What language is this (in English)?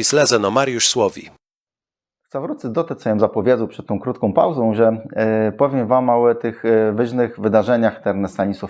Kashubian